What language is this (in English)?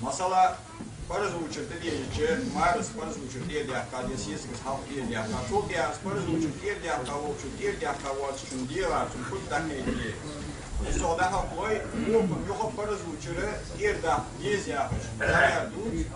Ingush